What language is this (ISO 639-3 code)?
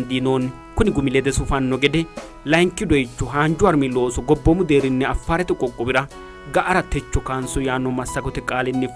sid